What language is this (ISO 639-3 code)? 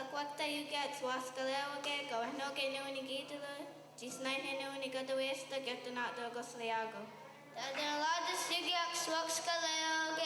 moh